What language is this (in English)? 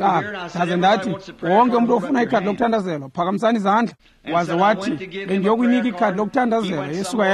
Xhosa